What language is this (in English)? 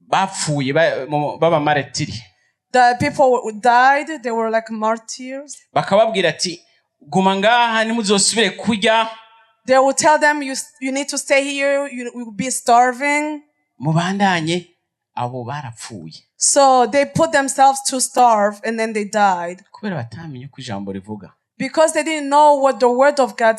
Rundi